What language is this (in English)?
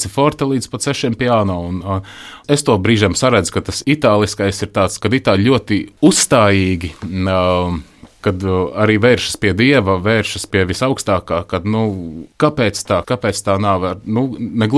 Latvian